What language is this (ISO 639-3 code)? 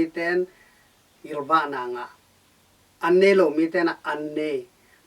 ctd